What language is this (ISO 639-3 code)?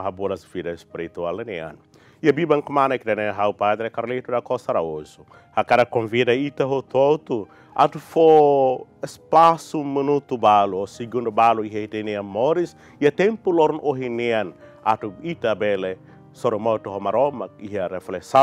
tet